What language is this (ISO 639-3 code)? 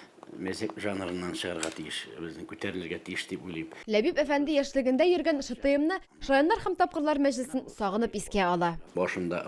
tat